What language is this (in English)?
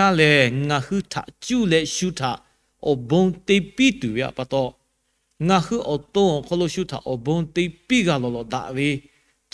Lahu